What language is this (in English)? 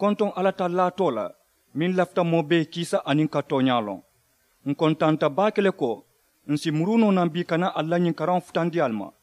Mandingo